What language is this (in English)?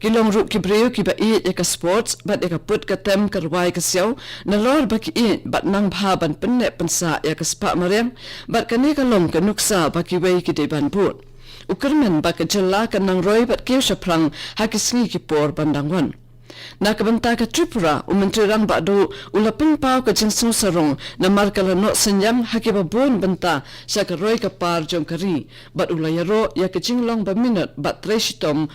Khasi